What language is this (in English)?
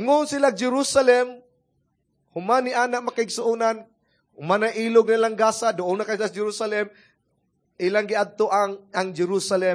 Cebuano